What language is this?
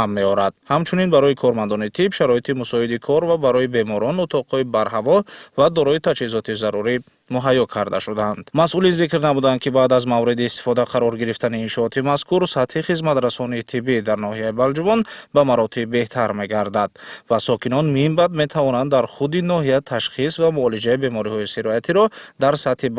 Tajik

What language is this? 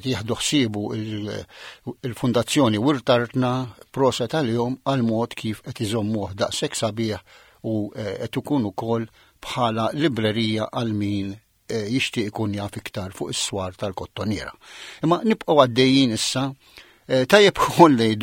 Maltese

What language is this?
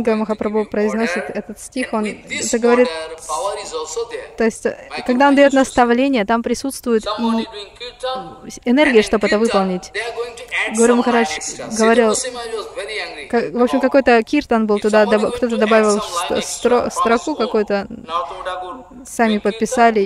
Russian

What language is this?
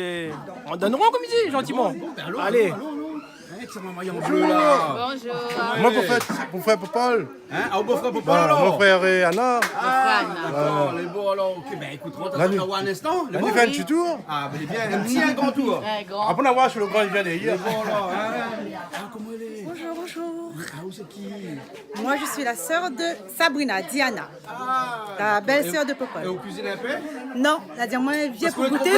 Réunion Creole French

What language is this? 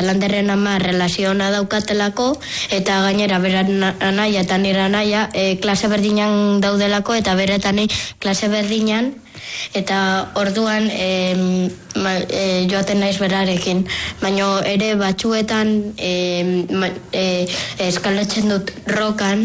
Basque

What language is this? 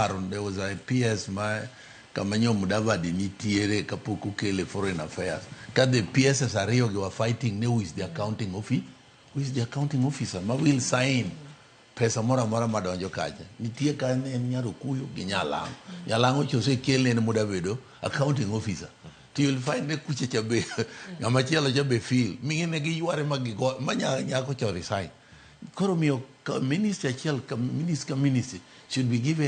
Luo (Kenya and Tanzania)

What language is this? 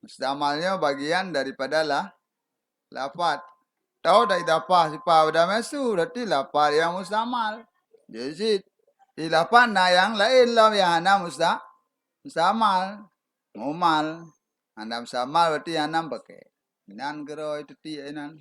Achinese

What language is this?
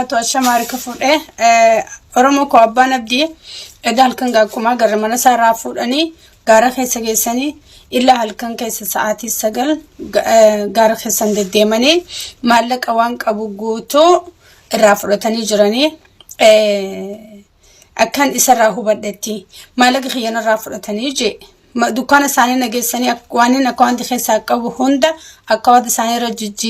Oromo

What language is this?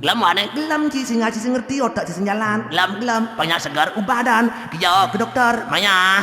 Balinese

